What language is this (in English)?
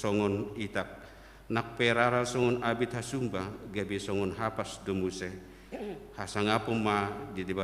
Batak Toba